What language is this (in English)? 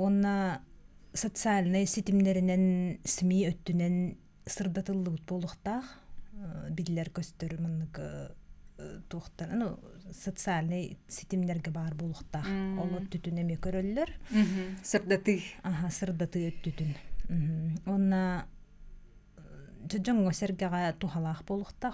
Yakut